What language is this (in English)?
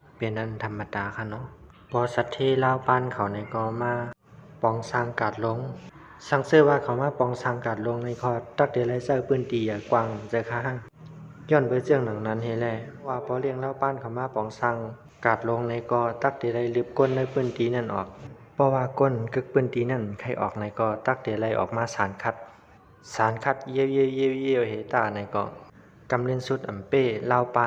Shan